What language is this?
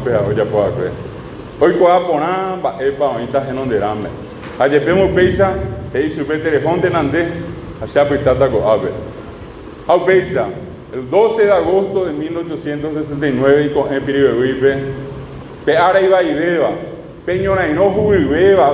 Guarani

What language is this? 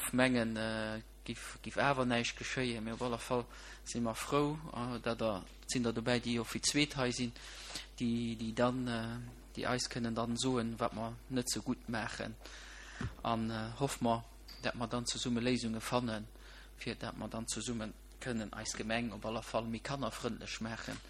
Luxembourgish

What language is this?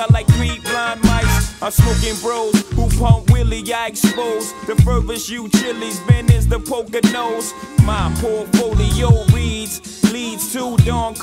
English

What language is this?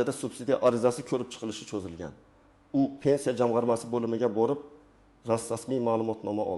Uzbek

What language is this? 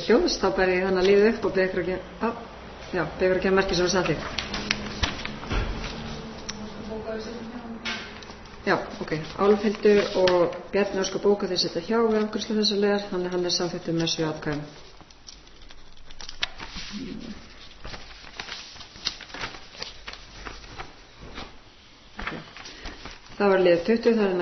Icelandic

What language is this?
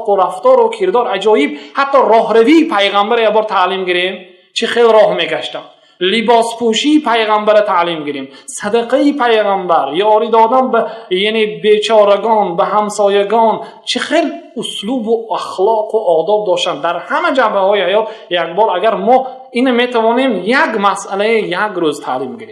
Tajik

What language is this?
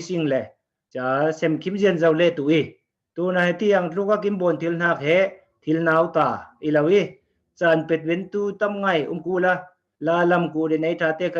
Falam Chin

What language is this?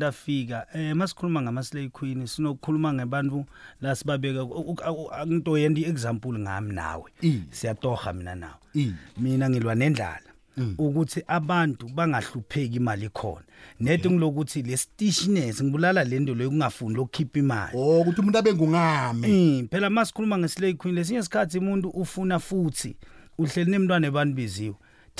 South Ndebele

